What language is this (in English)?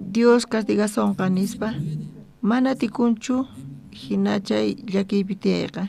South Bolivian Quechua